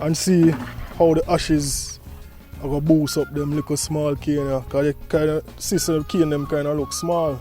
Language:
Jamaican Creole English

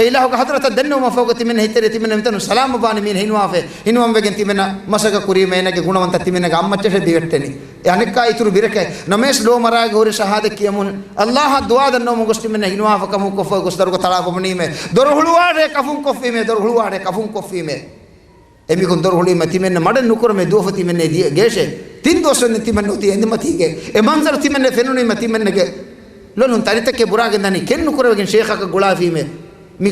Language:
Divehi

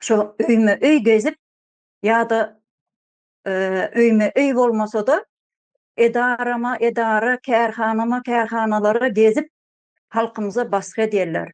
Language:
Turkmen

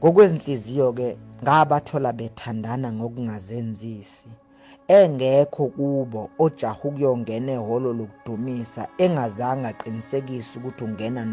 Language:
Zulu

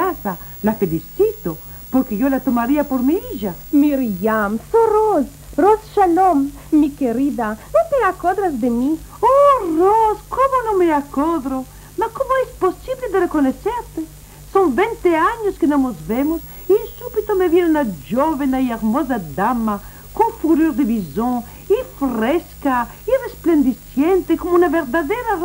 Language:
Ladino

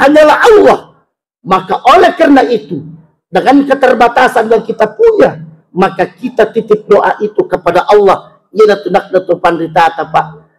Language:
Buginese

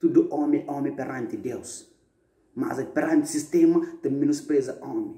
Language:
Kabuverdianu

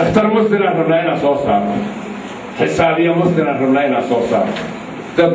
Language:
Somali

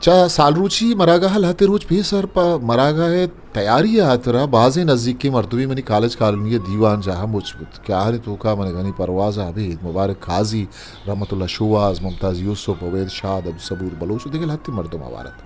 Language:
Eastern Balochi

